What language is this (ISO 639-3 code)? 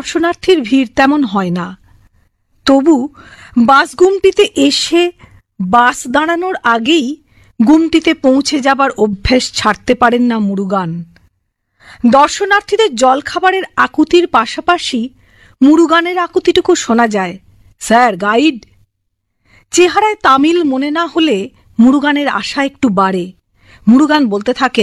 ben